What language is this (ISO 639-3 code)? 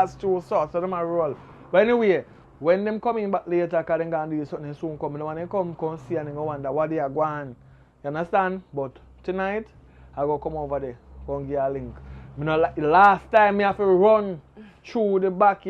jam